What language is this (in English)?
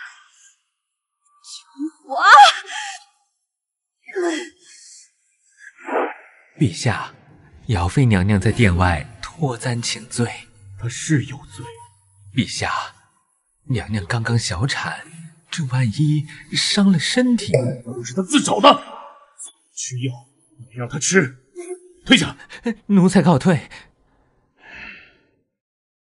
Chinese